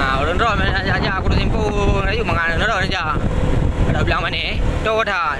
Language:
Achinese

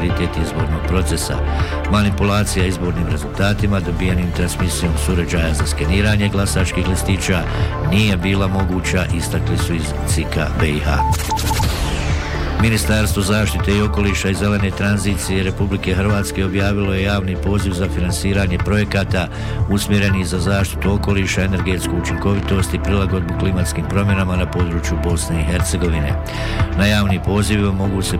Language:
Bosnian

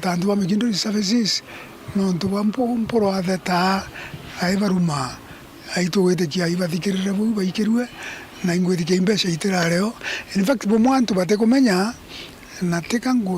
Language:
Meru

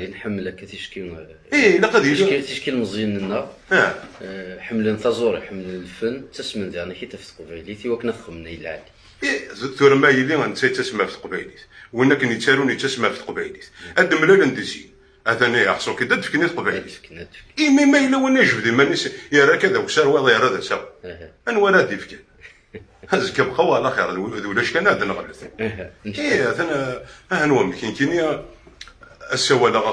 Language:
Kabyle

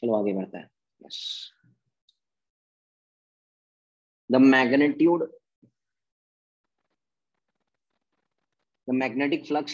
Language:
Hindi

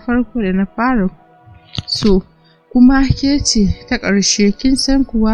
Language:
Hausa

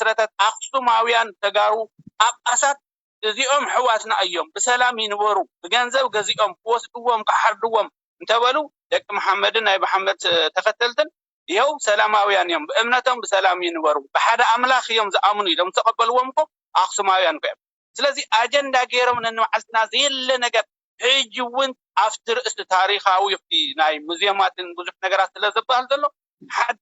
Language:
Tigrinya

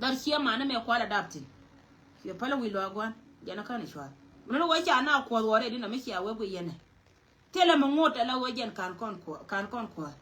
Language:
Nuer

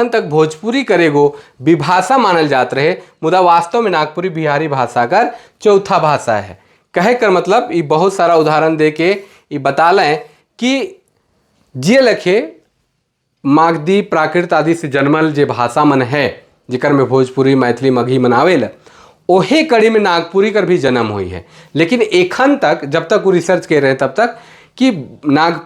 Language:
Sadri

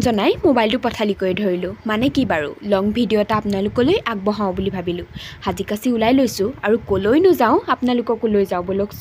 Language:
Assamese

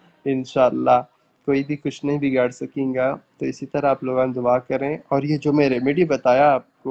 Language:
Urdu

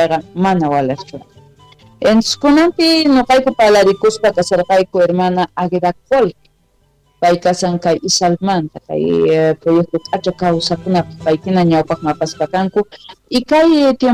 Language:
South Bolivian Quechua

